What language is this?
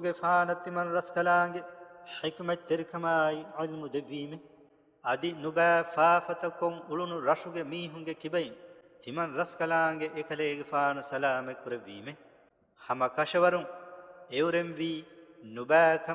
Divehi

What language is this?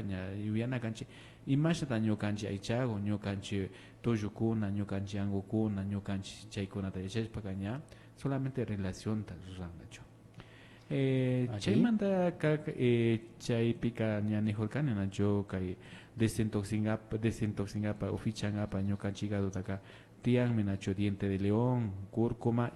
Imbabura Highland Quichua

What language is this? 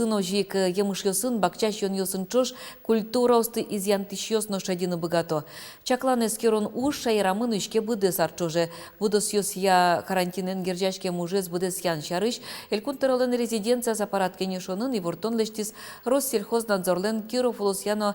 Udmurt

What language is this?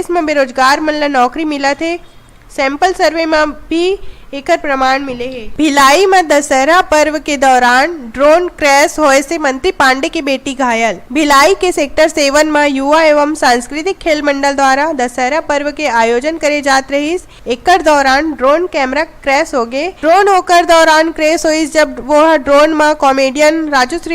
Chhattisgarhi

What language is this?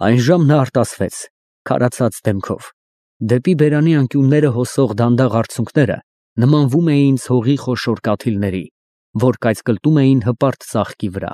Armenian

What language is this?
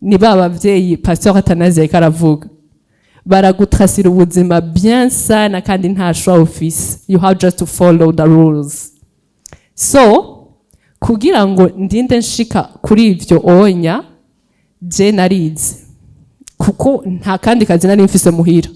Rundi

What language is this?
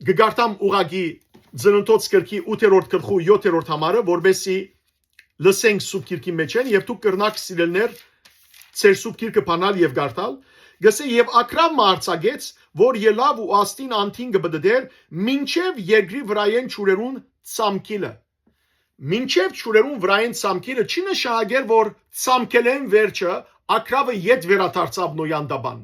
Western Armenian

